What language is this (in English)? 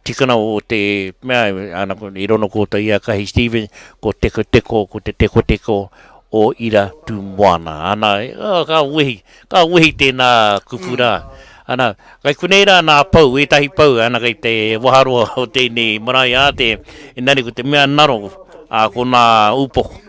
Māori